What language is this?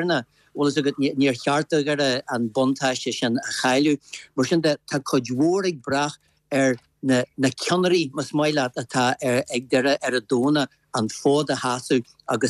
Irish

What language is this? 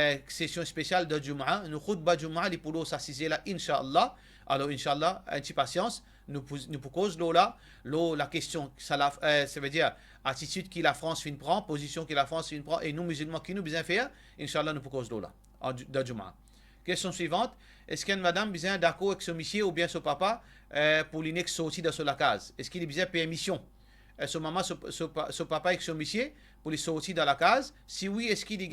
Morisyen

